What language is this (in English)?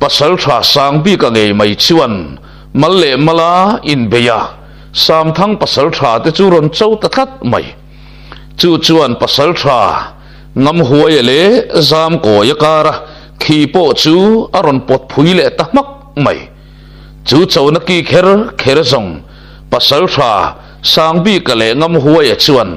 Mizo